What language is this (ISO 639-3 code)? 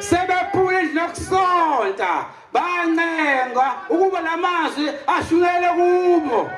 zul